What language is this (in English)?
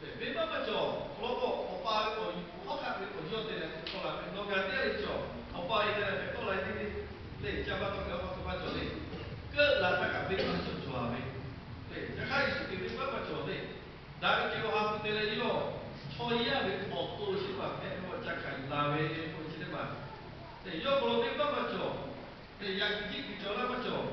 Lahu